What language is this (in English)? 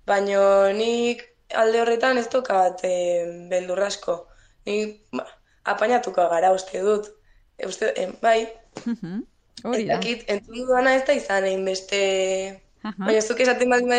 Basque